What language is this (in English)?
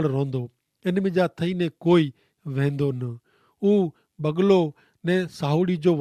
Kachhi